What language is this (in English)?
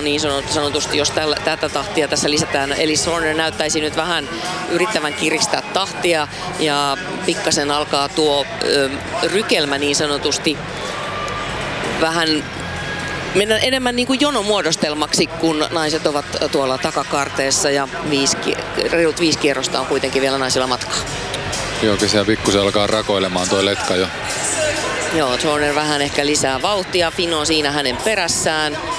Finnish